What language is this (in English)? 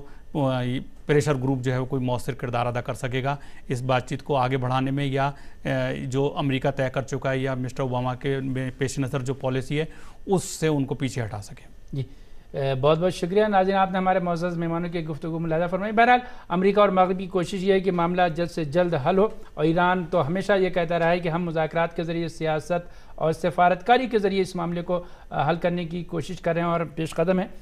Urdu